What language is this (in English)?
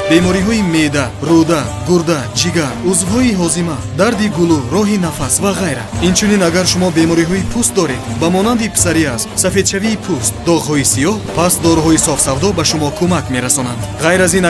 Persian